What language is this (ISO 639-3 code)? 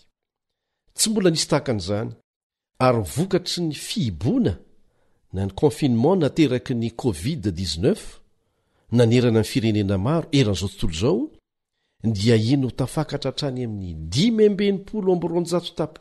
mlg